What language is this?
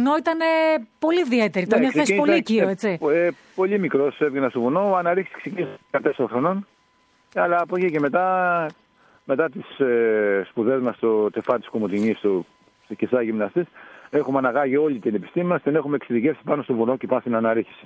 Greek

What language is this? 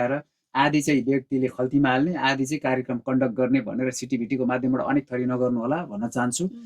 Nepali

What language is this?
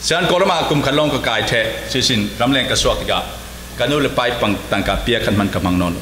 Falam Chin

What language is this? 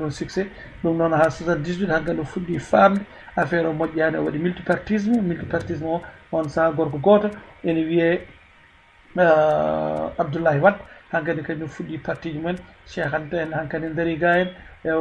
Fula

